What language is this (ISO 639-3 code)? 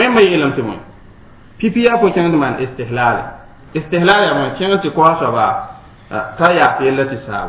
mos